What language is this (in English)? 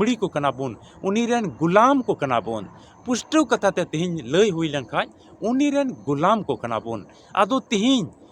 Santali